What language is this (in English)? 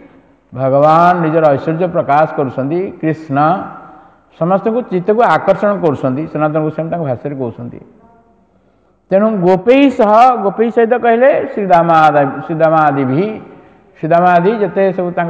Odia